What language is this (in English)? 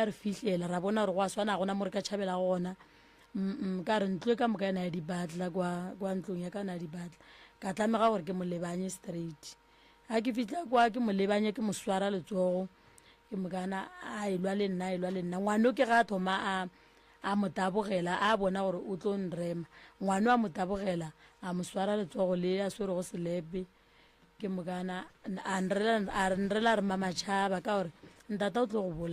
Northern Sotho